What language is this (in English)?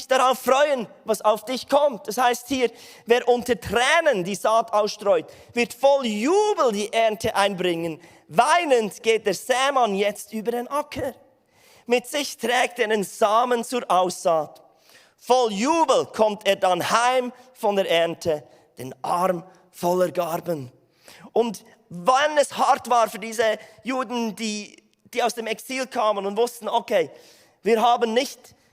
Swiss German